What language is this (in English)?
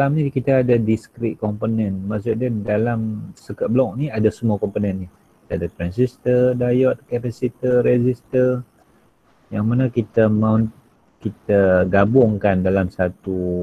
Malay